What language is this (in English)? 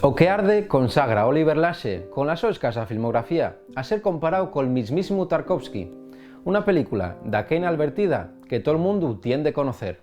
Asturian